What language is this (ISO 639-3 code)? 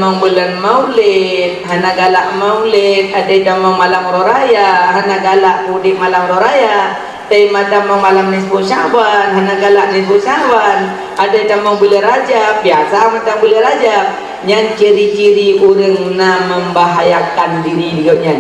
ace